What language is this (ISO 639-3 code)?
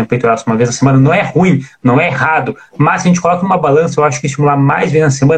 por